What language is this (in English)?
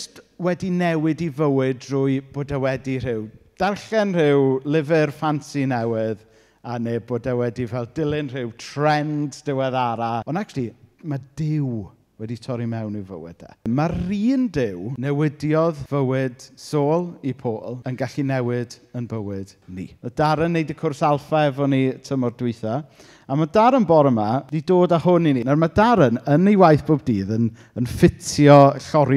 Welsh